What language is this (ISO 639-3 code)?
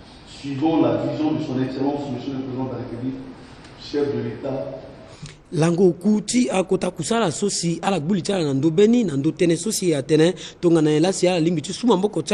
sag